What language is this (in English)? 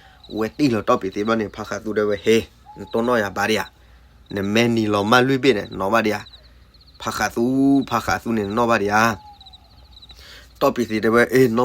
S'gaw Karen